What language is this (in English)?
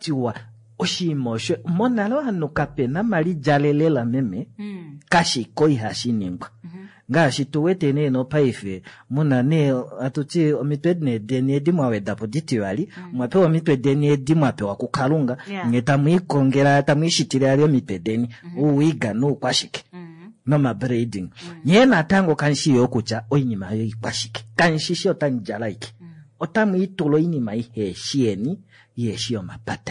Kuanyama